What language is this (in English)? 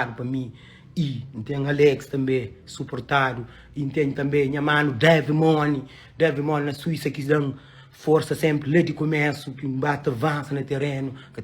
Kabuverdianu